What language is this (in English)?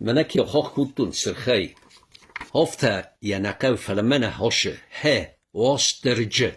Ossetic